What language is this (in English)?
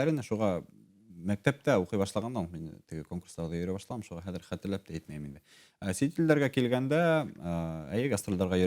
Bashkir